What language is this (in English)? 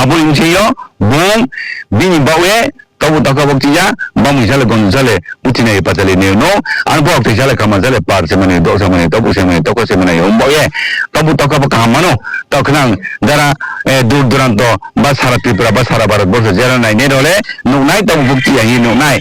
Riang (India)